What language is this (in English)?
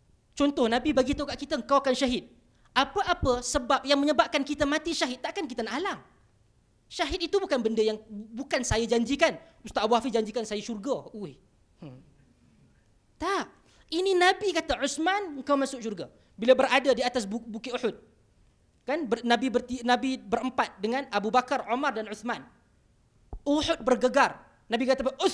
Malay